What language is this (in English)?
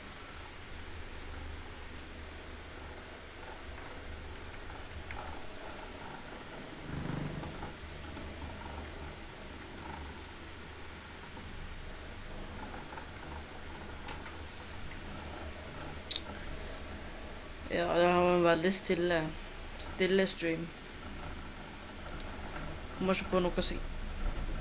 Norwegian